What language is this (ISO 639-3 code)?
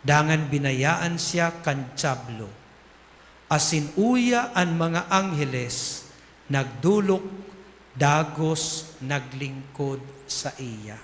bik